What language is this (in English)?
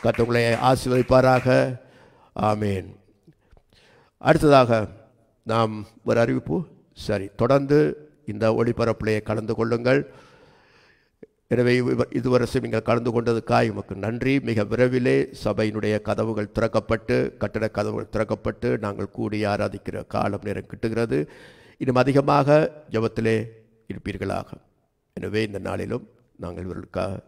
Tamil